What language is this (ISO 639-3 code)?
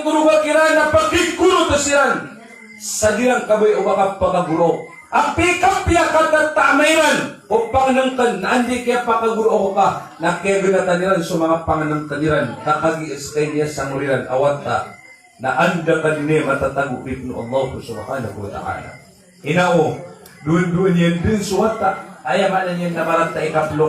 mrw